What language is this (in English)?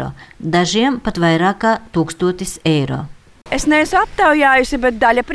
Latvian